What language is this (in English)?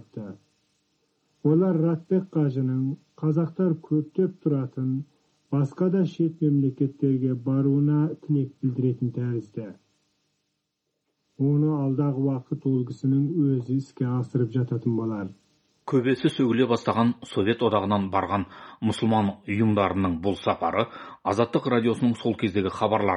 Kazakh